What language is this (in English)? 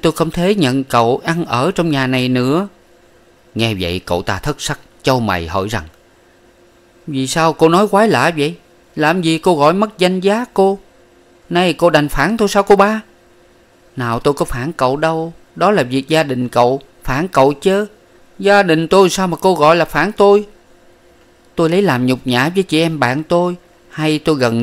Vietnamese